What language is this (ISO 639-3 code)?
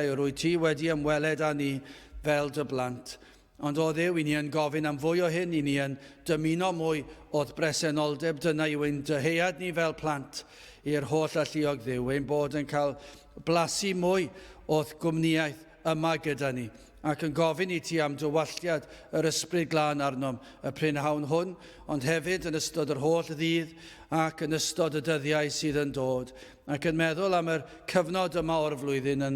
cym